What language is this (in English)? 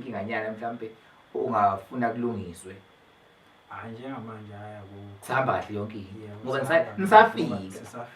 Zulu